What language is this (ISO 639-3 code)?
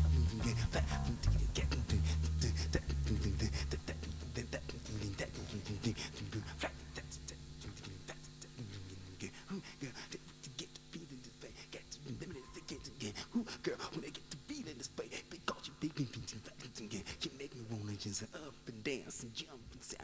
eng